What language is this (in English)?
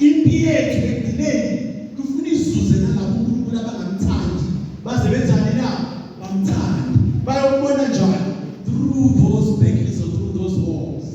Zulu